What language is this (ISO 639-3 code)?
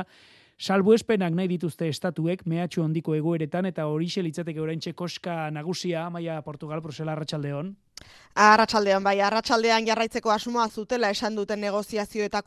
eus